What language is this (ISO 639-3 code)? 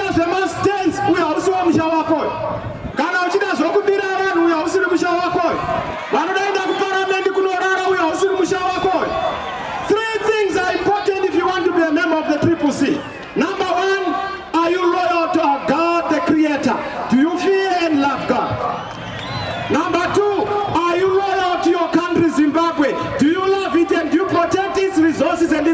sna